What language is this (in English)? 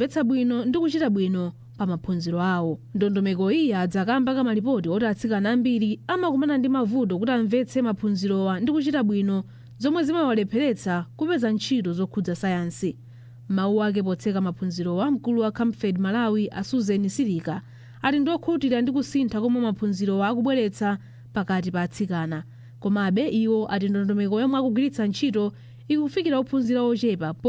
Nyanja